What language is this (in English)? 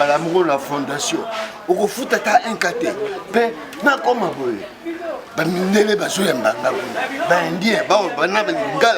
Lingala